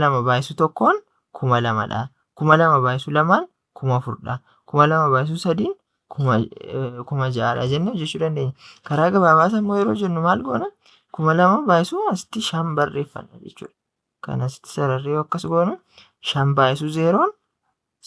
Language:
Oromo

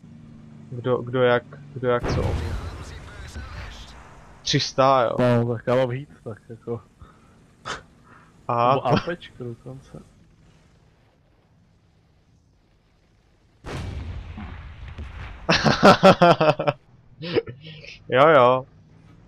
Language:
Czech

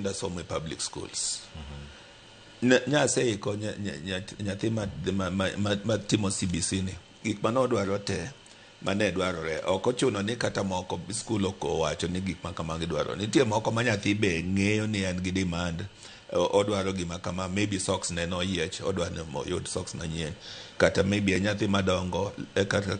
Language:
Luo (Kenya and Tanzania)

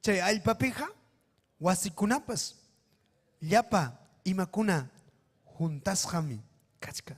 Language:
Ayacucho Quechua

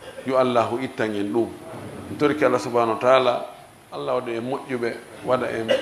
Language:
Fula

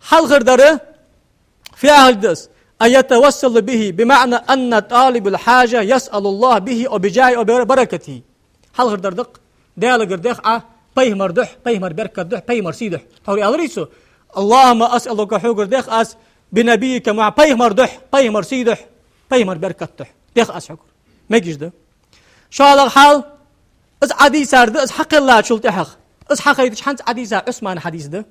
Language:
Ingush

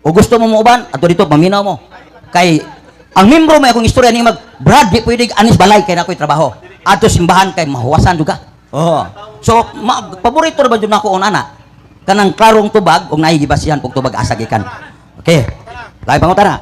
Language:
Cebuano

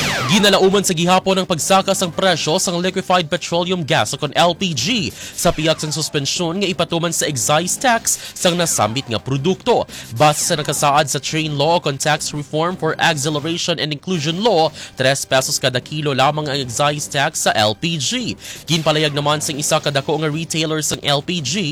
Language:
Hiligaynon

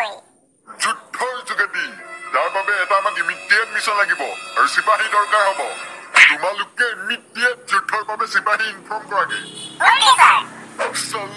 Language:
Assamese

